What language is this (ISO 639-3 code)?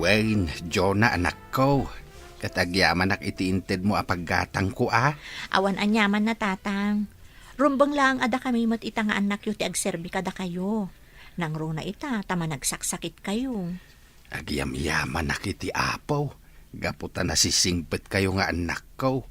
ilo